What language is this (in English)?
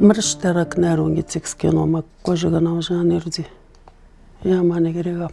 Atikamekw